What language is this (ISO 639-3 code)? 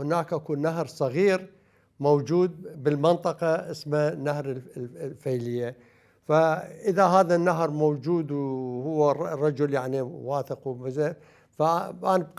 acm